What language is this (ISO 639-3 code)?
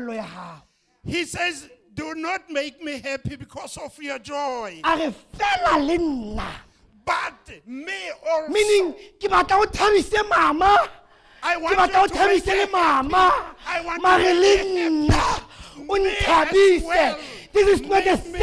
sot